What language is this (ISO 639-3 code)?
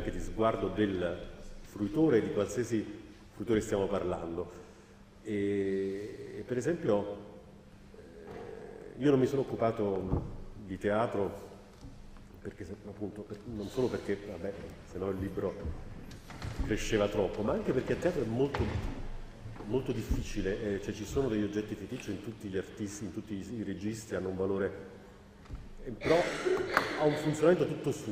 ita